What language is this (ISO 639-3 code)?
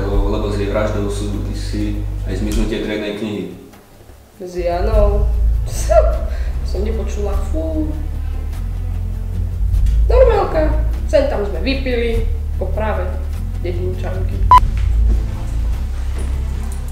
slk